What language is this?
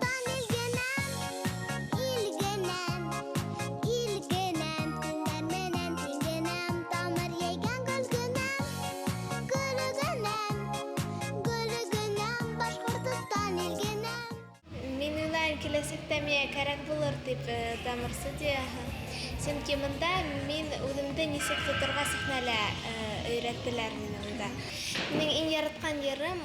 Bashkir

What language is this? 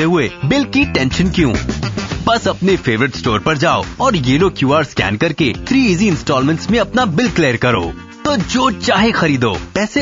Urdu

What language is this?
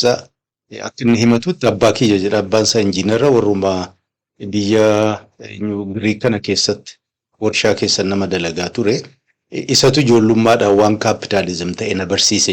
Oromo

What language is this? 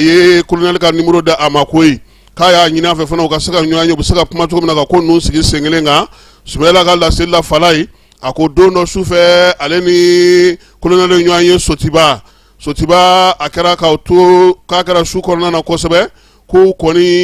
Bambara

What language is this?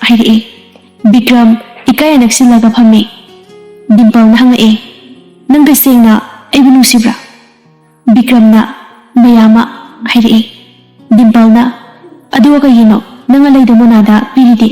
Manipuri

